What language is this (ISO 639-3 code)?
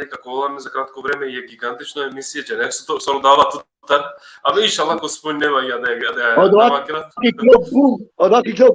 rmn